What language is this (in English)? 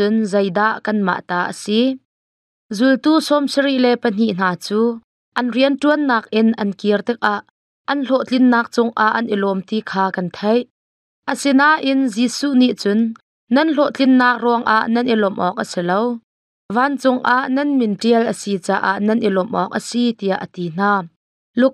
Hakha Chin